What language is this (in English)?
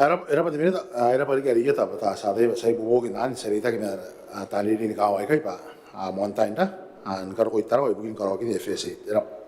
Gilbertese